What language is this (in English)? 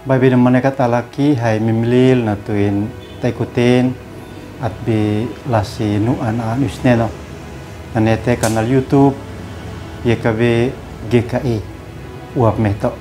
Uab Meto